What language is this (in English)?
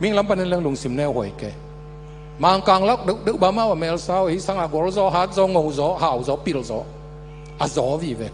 Tedim Chin